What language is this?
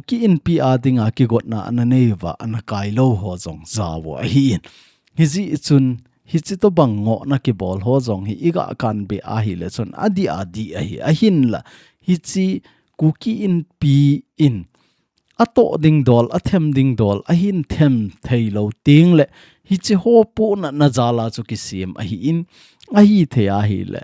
Thado Chin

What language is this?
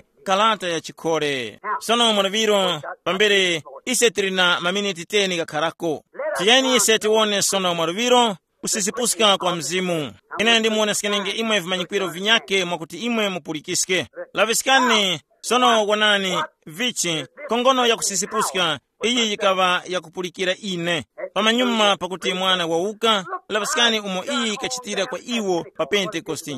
Tumbuka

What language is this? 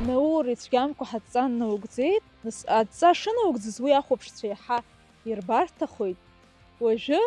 Abkhazian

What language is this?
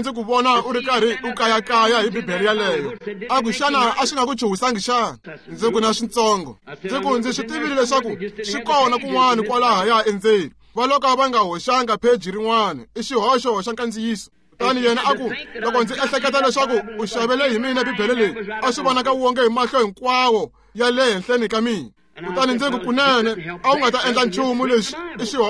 Tsonga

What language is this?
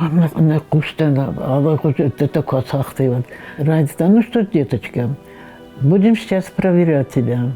Ossetic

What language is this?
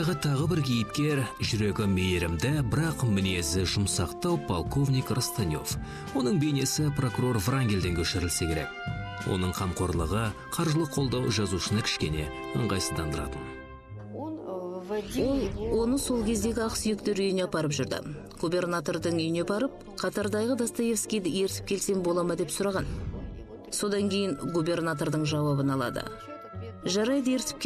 Kazakh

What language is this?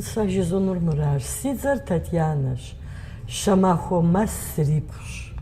Kabardian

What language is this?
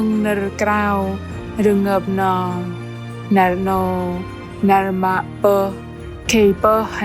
Bahnar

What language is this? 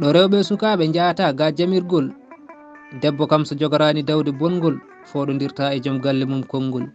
Fula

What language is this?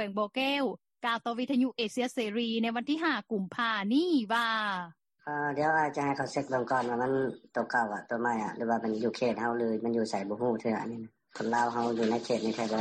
Lao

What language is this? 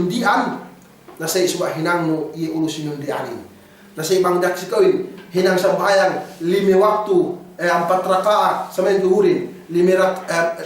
Yakan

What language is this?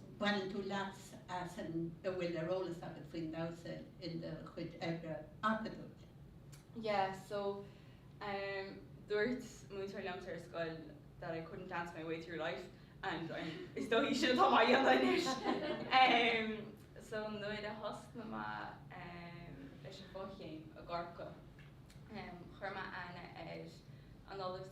Irish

